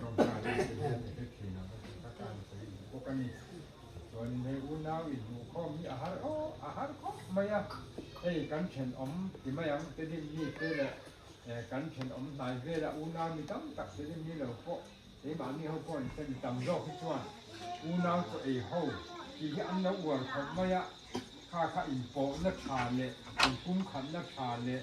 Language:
Mizo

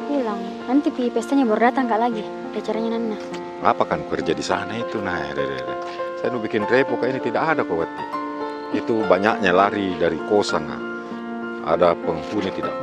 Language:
Makassar Malay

